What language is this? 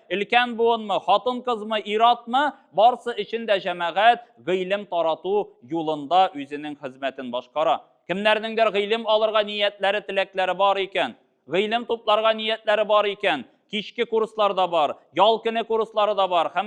Tatar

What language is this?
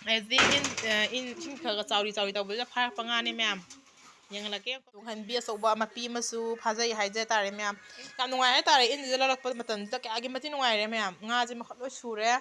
Manipuri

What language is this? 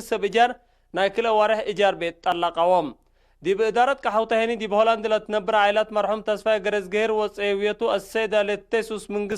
Tigre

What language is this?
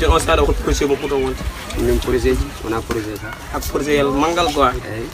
Pular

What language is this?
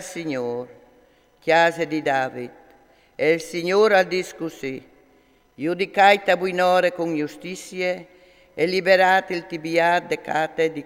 Friulian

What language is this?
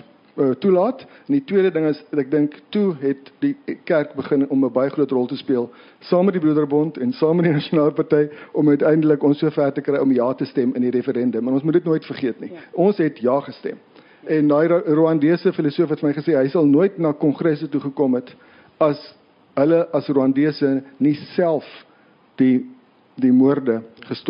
Afrikaans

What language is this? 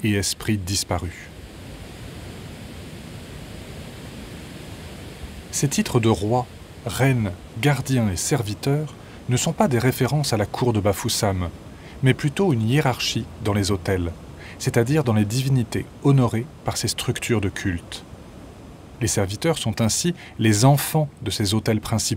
French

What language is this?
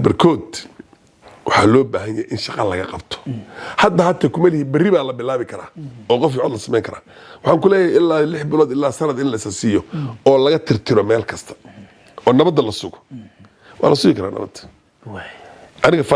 Somali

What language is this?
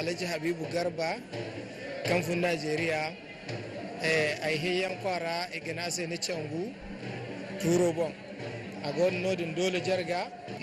Zarma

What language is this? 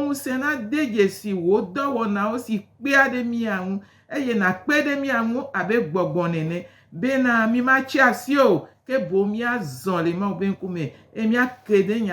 Gen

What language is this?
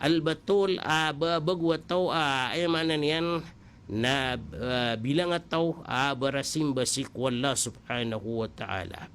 Maranao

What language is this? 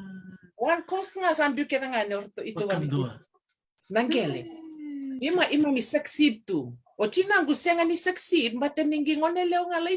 Fijian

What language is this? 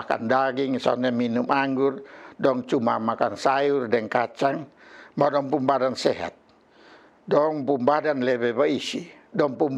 Kupang Malay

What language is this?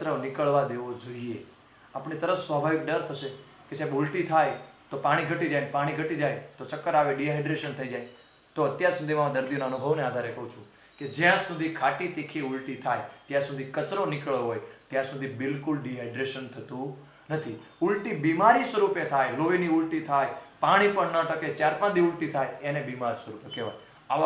Gujarati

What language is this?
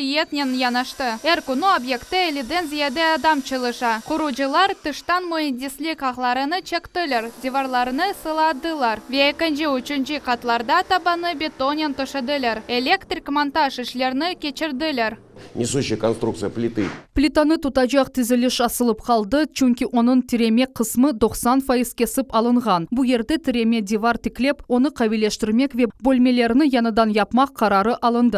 Crimean Tatar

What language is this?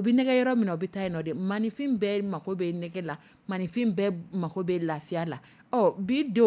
Dyula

